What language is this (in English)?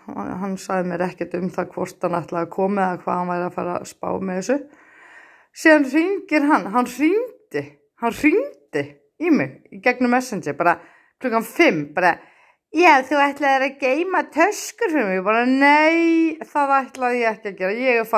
Icelandic